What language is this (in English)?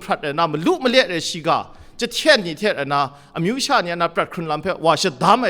Kachin